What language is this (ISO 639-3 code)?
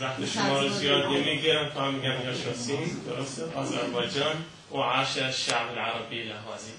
azb